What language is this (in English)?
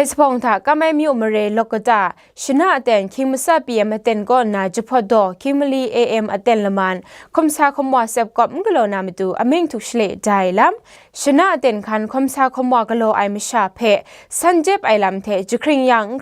Kachin